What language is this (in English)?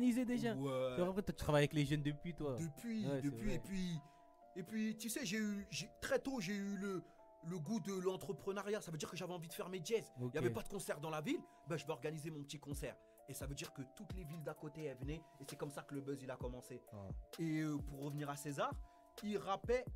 French